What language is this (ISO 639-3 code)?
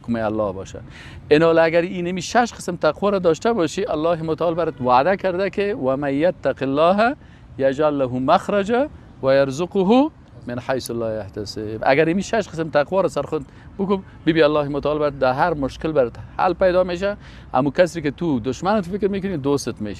fas